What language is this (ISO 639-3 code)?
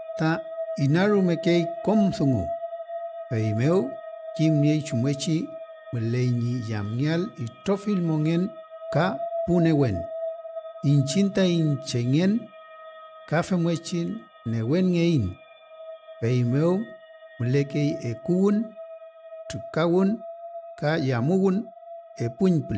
arn